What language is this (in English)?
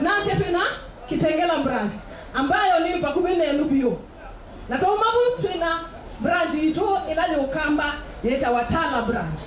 Kamba